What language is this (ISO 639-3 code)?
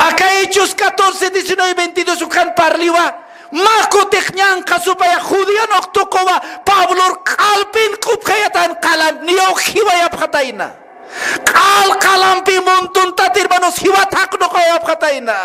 aym